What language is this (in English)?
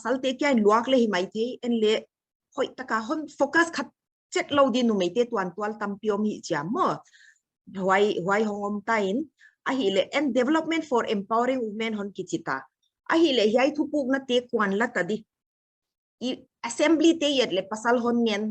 Paite Chin